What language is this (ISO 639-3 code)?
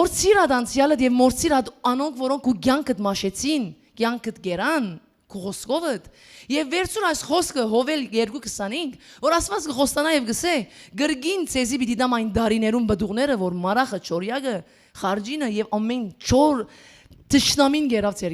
hyw